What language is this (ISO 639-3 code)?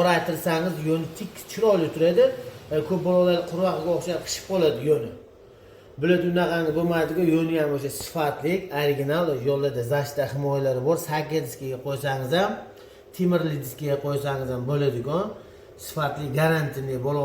uzb